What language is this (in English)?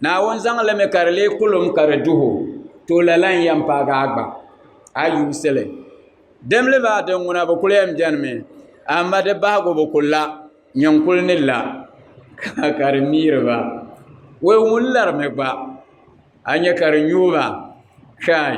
Dagbani